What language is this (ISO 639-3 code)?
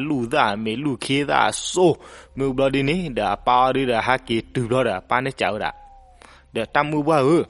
ksw